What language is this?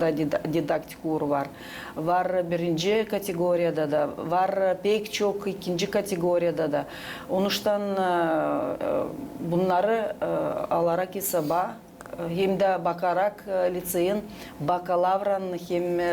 Gagauz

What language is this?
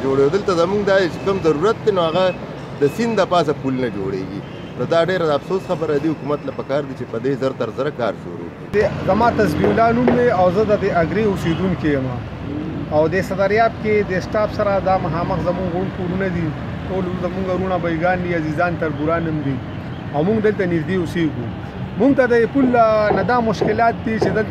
Pashto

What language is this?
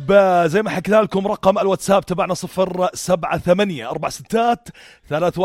North Levantine Arabic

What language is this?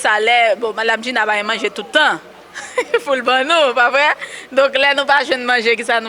Haitian Creole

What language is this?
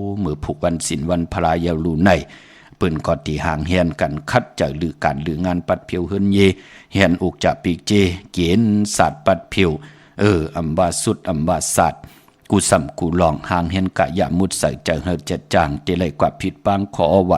Shan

